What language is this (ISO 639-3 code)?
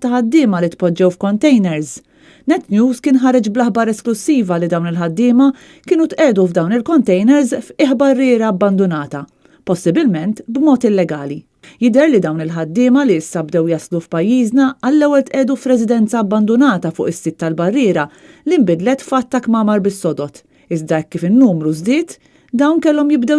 mlt